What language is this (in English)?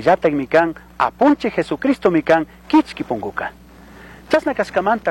Chimborazo Highland Quichua